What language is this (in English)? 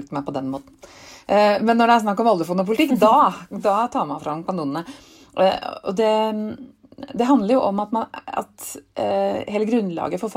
Norwegian